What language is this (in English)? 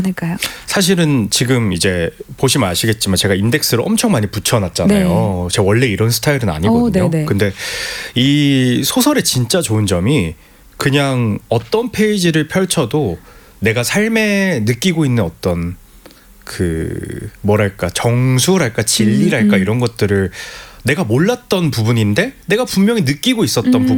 Korean